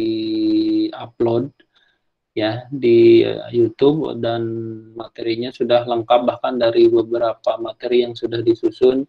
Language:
Indonesian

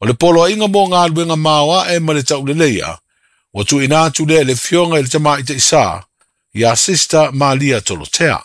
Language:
Samoan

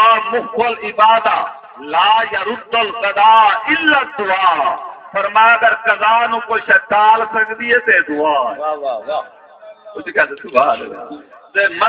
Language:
Saraiki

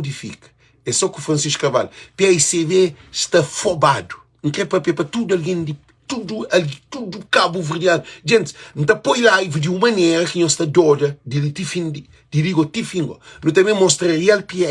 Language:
Kabuverdianu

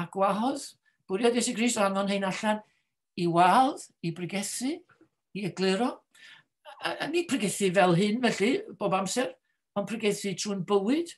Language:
Welsh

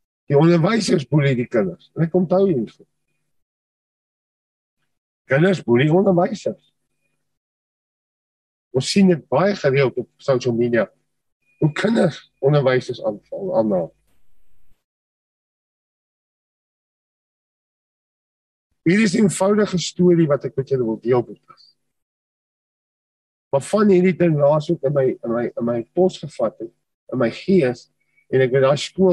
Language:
Afrikaans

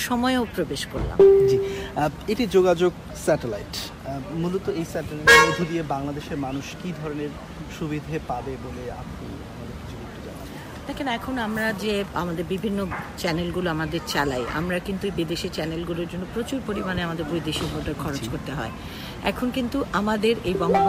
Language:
Bangla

